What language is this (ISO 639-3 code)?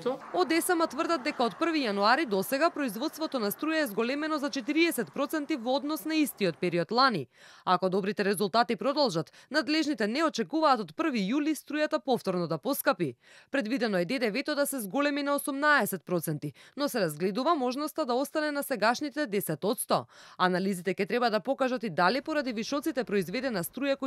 mkd